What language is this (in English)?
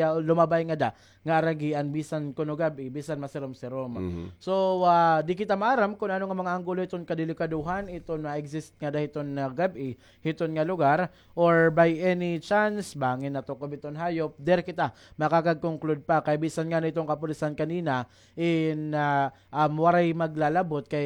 Waray